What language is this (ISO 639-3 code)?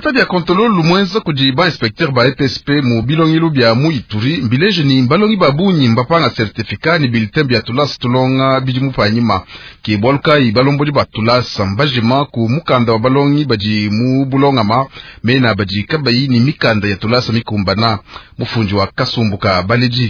lua